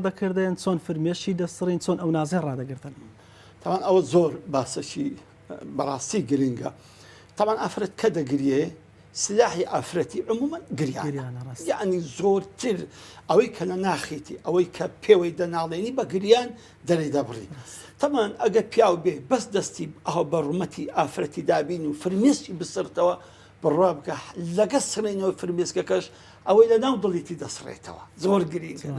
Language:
Central Kurdish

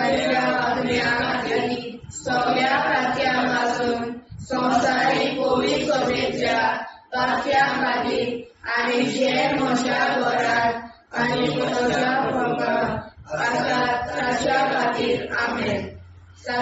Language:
Konkani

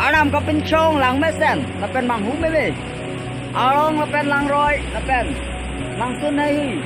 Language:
Karbi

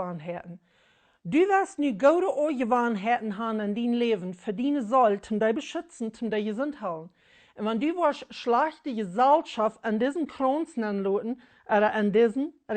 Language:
Plautdietsch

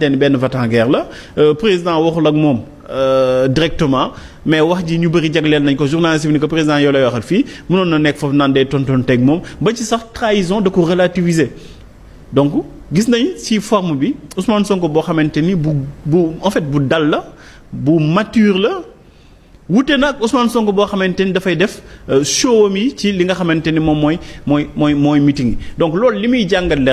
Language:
Wolof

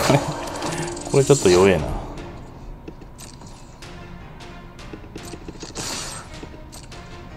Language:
Japanese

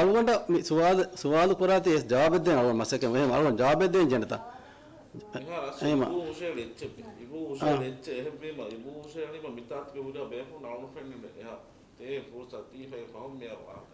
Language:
Divehi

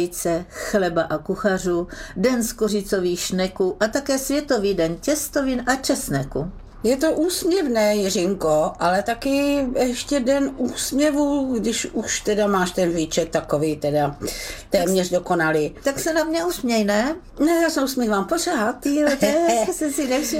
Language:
Czech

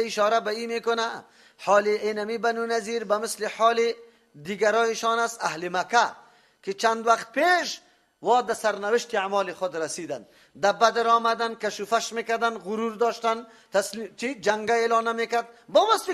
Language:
Persian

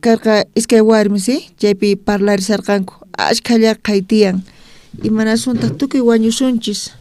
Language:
South Bolivian Quechua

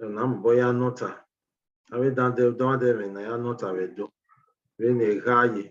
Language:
Bini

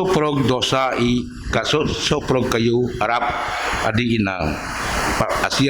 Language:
Biatah Bidayuh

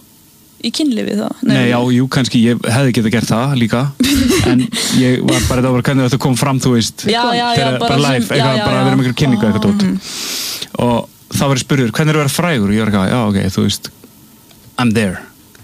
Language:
Icelandic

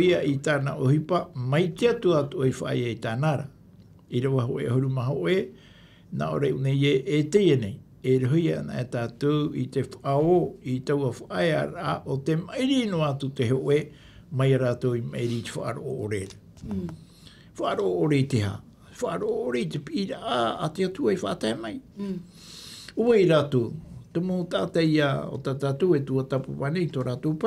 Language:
Tahitian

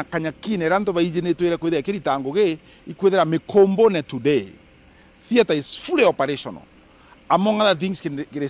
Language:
Meru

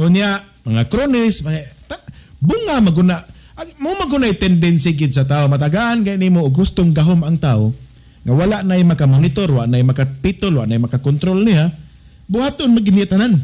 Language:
Cebuano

